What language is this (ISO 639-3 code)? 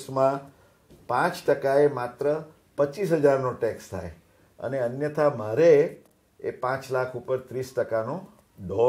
guj